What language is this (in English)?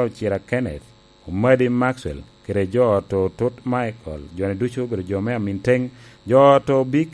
Lango (Uganda)